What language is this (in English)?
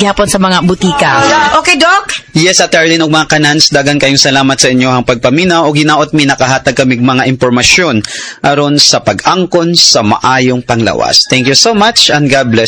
Cebuano